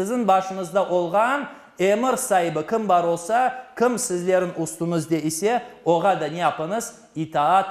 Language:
Crimean Tatar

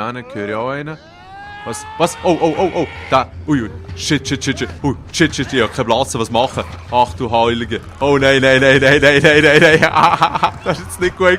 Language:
Swiss German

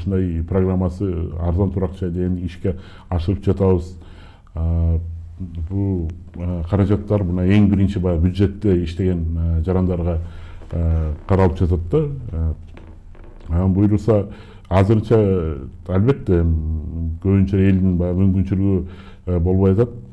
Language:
Kyrgyz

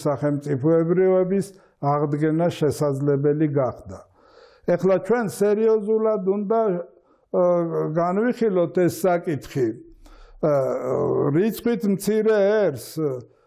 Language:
Georgian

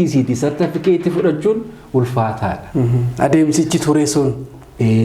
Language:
Oromo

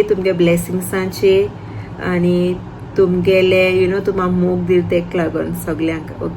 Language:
Konkani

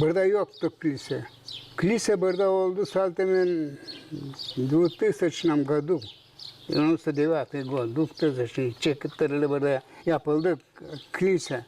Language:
Gagauz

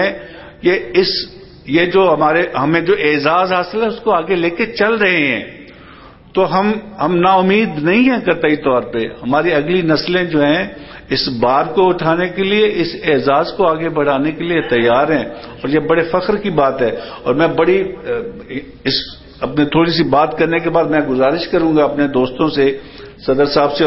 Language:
Urdu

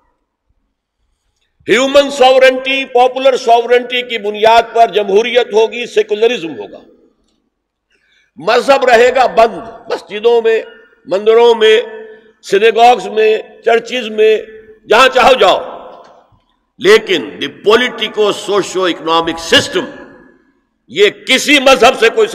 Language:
Urdu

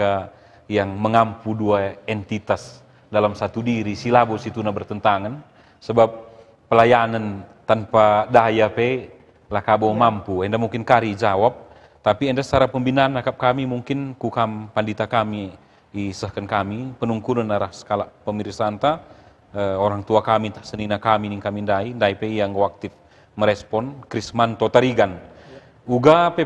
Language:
Batak Karo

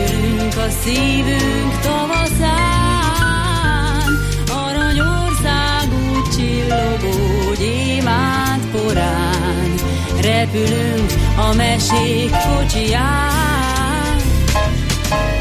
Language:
Hungarian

